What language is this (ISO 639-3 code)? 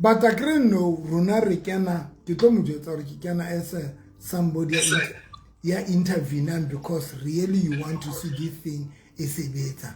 sot